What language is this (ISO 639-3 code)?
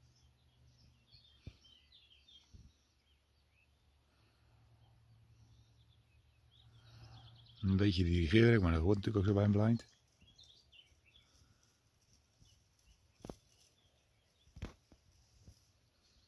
nld